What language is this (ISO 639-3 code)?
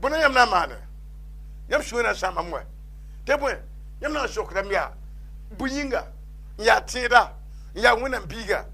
mos